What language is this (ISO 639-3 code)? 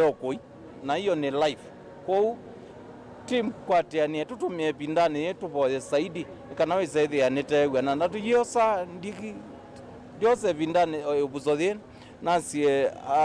kam